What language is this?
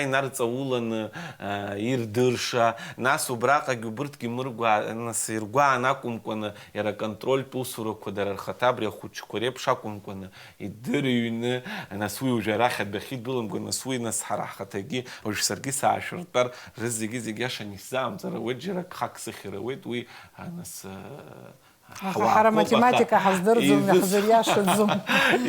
Abkhazian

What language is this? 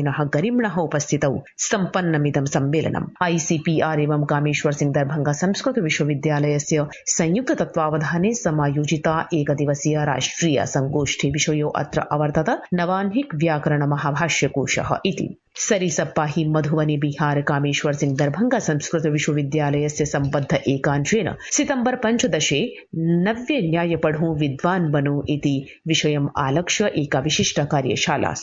Sanskrit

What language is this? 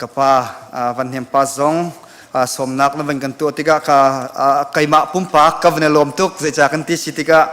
Hakha Chin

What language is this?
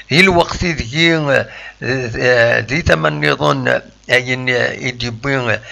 Kabyle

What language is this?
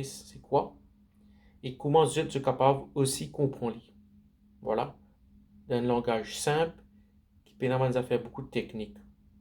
Morisyen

